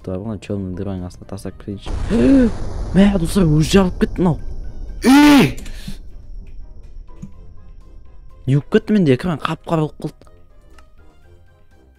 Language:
Kazakh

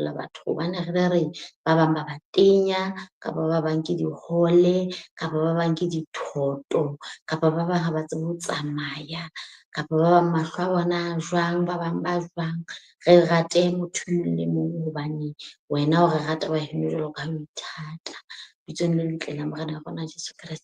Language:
Southern Sotho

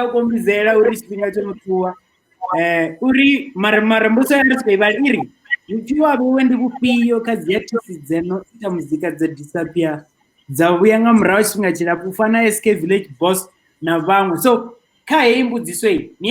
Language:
Venda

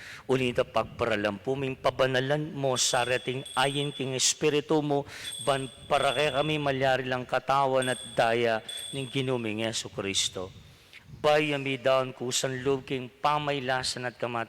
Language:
Pampanga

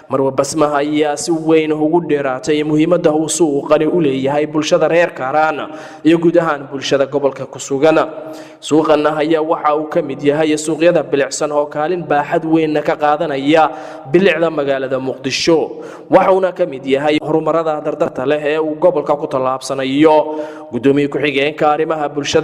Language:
Somali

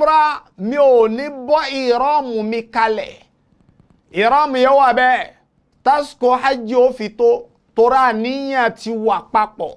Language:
Yoruba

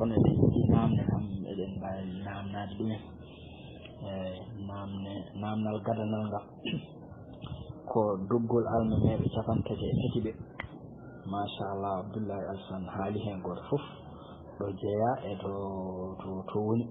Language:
Fula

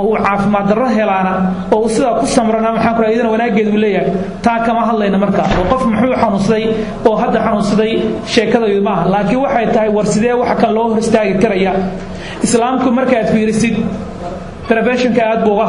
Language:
Somali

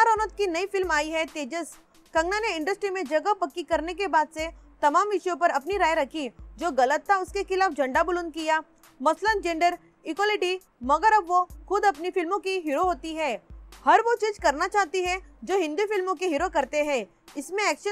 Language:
Hindi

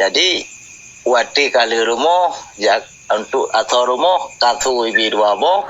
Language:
Achinese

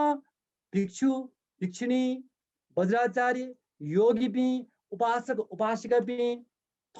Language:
Newari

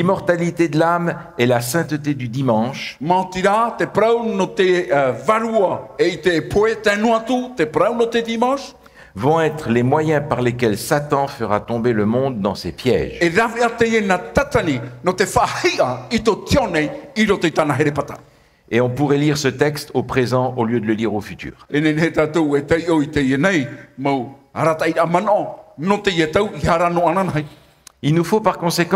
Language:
Tahitian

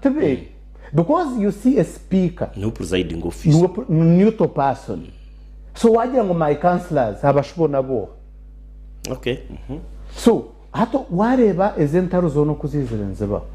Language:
Nyankole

